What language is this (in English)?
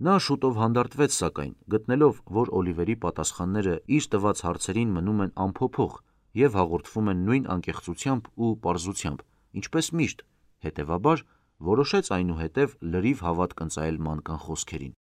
Armenian